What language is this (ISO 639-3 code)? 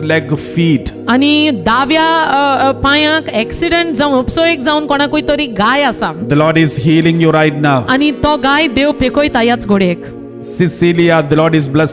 kok